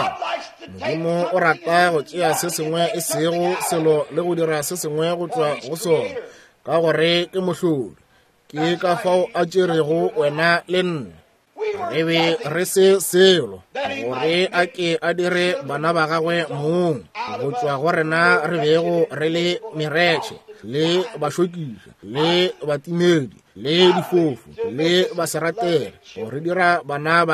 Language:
Northern Sotho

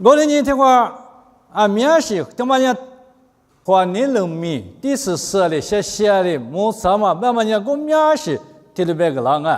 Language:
Lisu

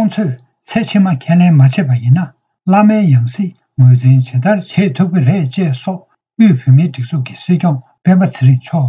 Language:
Tibetan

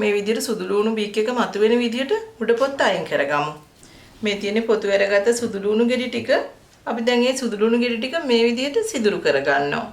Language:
Sinhala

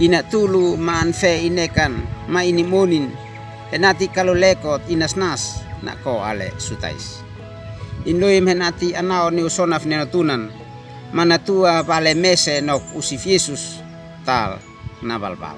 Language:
Uab Meto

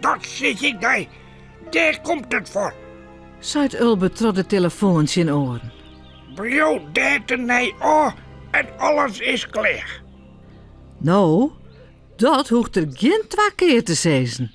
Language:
Western Frisian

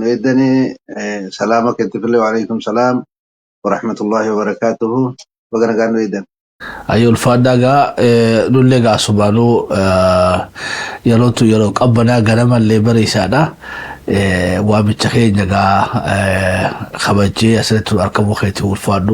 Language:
Oromo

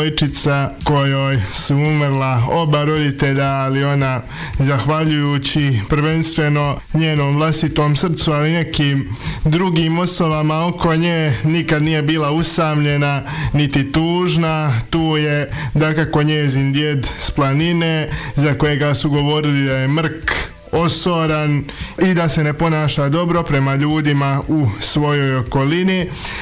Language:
Croatian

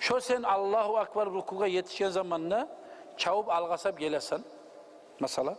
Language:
Kumyk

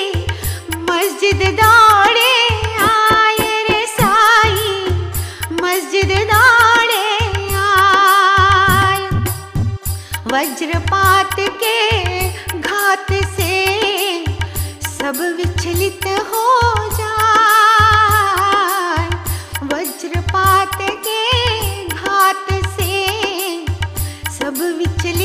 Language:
Hindi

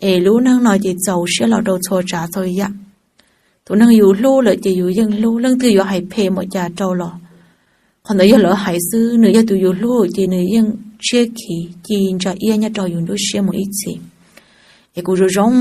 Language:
Hmong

